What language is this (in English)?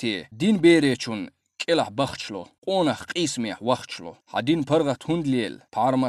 Chechen